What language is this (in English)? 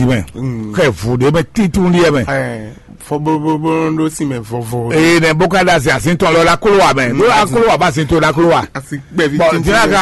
Fon